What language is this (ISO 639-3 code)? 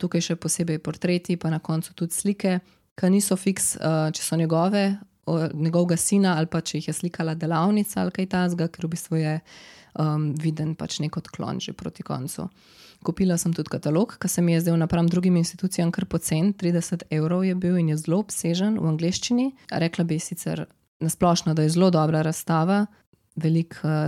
slv